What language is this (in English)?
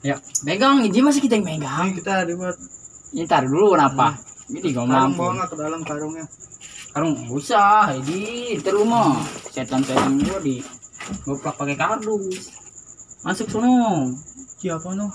Betawi